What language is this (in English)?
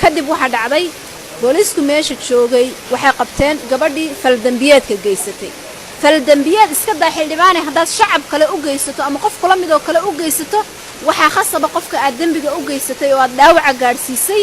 Somali